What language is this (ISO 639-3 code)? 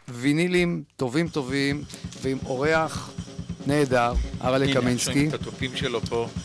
heb